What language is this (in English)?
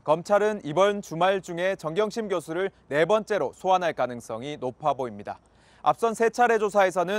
Korean